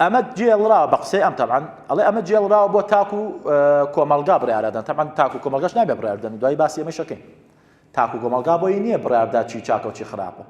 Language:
Central Kurdish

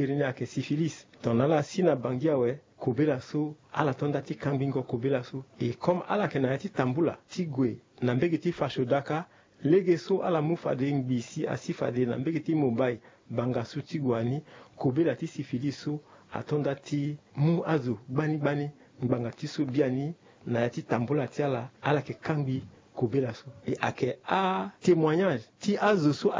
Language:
Sango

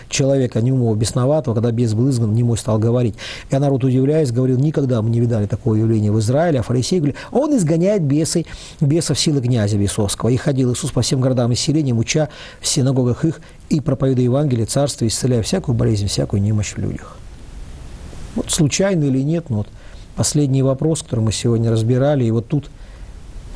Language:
Russian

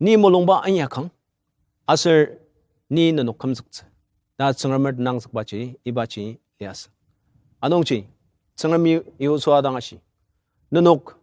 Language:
Ao Naga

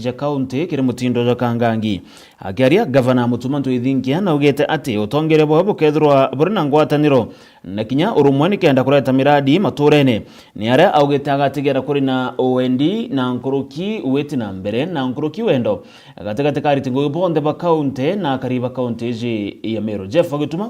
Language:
Meru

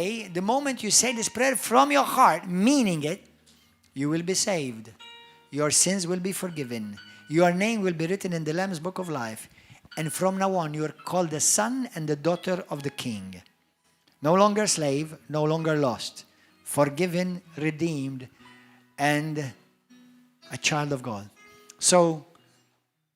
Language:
English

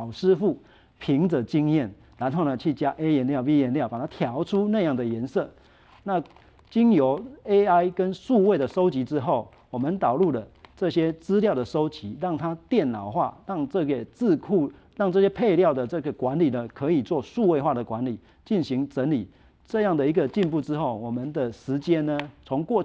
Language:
Chinese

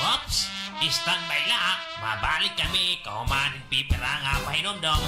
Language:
Waray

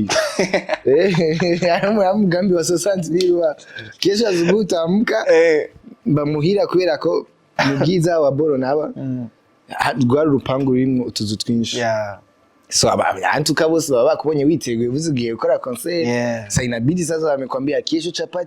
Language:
Rundi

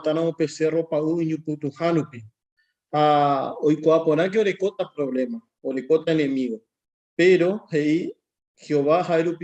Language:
Guarani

